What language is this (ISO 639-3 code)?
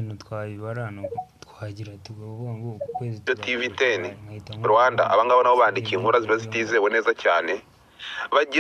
kin